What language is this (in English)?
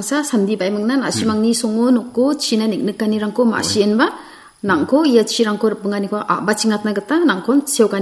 Garo